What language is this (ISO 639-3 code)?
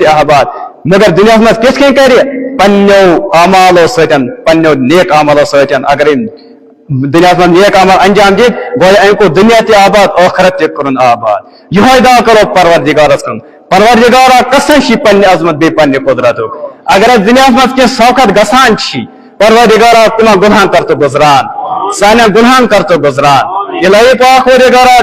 kas